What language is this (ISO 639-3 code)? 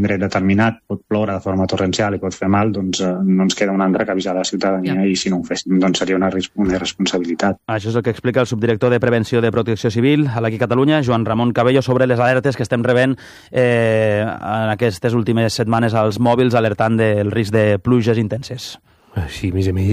cat